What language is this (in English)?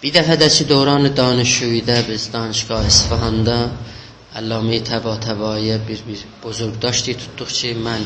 South Azerbaijani